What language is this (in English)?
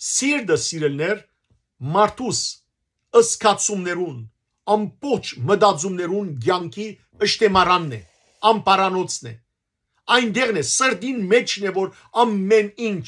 Western Armenian